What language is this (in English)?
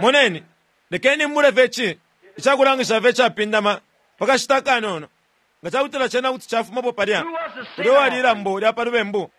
Bemba